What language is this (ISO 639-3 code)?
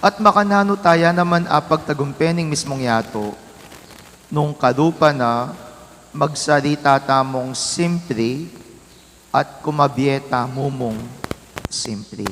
pam